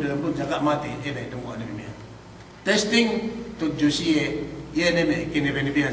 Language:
Yakan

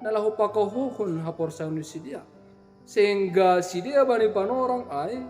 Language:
Batak Simalungun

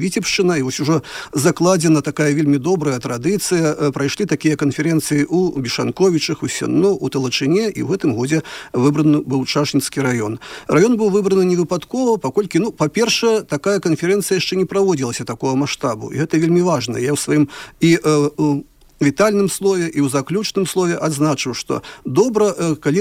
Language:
Belarusian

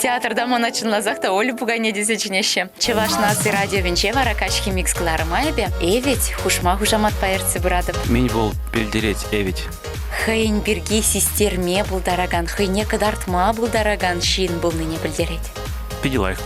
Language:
Chuvash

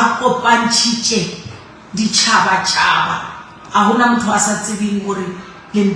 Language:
Northern Sotho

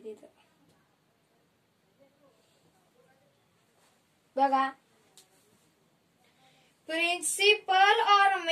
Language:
Marathi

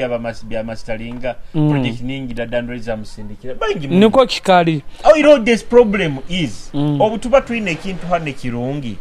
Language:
Nyoro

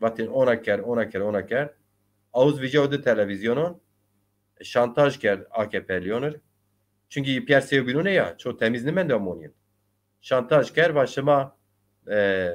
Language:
Zaza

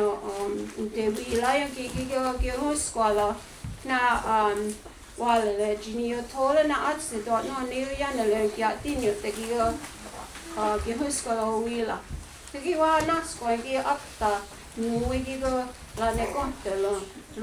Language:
Mohawk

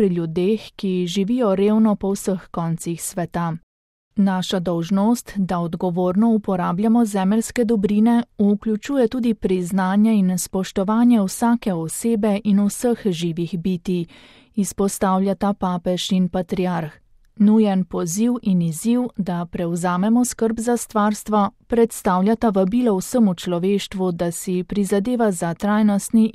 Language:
Slovenian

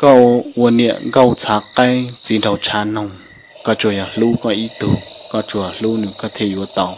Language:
Hmong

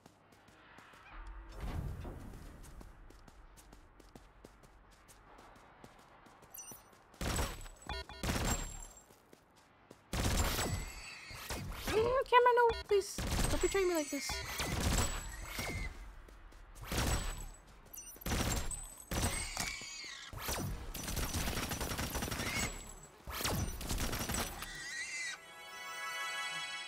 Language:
English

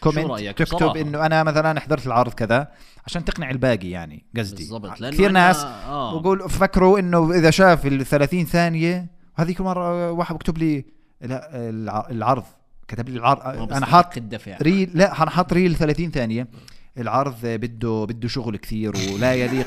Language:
North Levantine Arabic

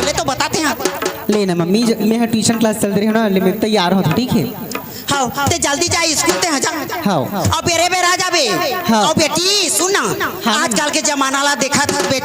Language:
Chhattisgarhi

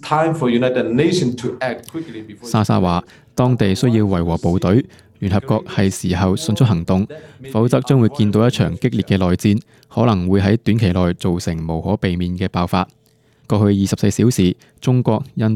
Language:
Cantonese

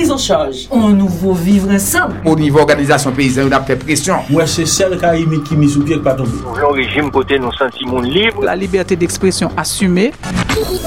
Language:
Haitian Creole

